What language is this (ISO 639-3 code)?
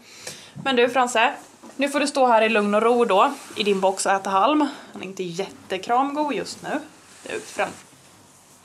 swe